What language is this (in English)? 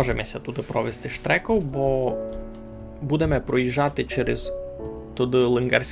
Rusyn